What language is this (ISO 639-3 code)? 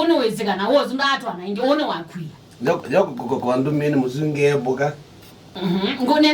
kam